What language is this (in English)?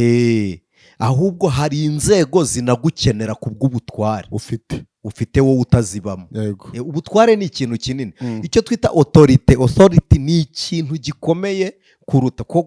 Kinyarwanda